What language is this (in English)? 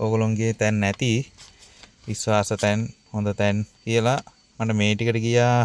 Sinhala